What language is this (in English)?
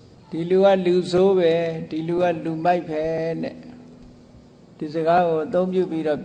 Burmese